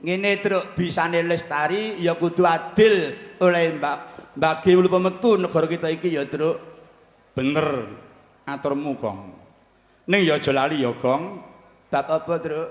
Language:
Javanese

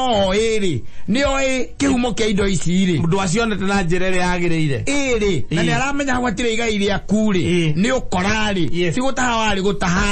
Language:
Kikuyu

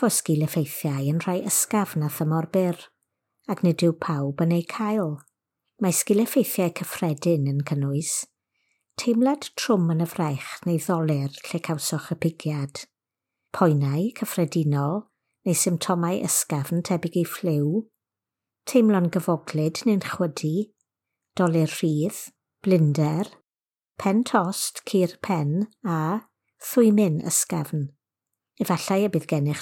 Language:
Welsh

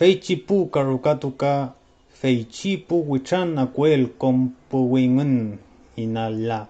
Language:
Mapuche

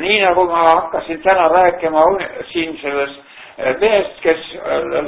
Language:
Estonian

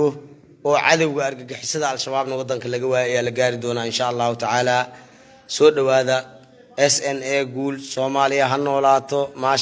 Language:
Somali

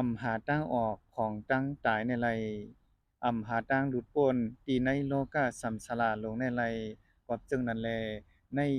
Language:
Shan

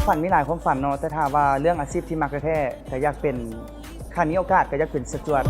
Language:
Lao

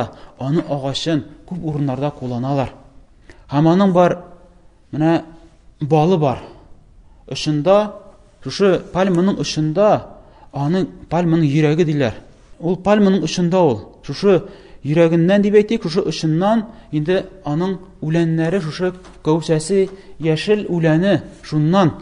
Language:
Tatar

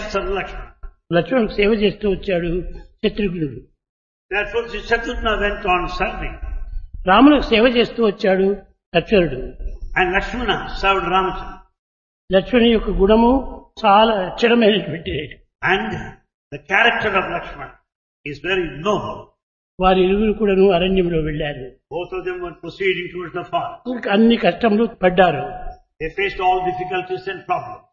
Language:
Telugu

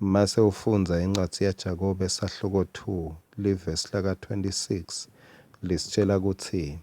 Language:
Swati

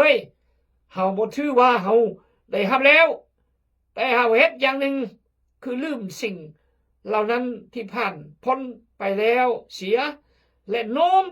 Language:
Khmu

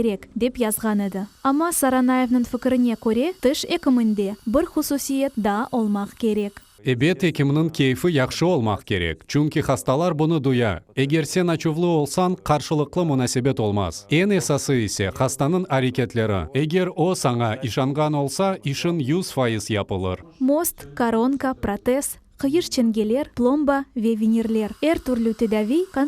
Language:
Crimean Tatar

